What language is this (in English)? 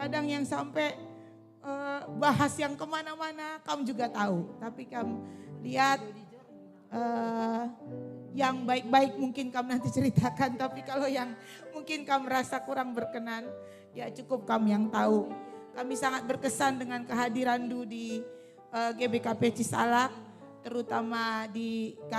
Batak Karo